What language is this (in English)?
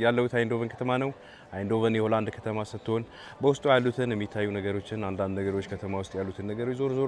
Amharic